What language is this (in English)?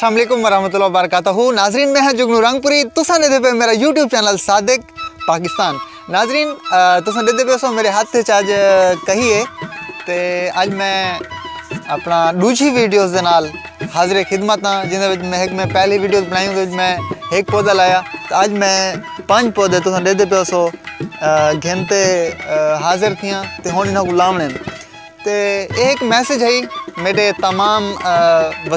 Saraiki